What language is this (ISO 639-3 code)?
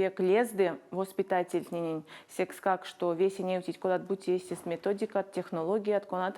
myv